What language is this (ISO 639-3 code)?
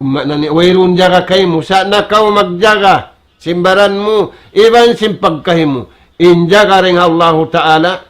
tsg